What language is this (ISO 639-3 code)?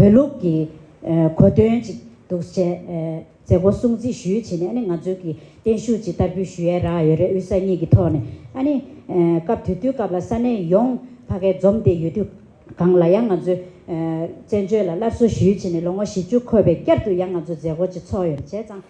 bod